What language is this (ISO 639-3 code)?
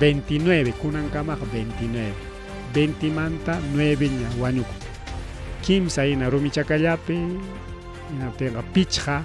quy